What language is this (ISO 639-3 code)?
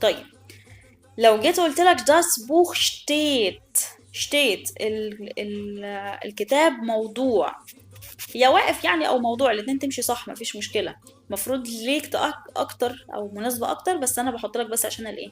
arz